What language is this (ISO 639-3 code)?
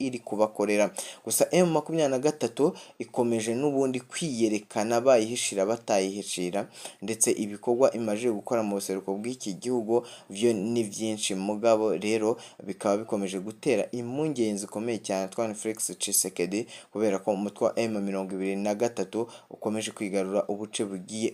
run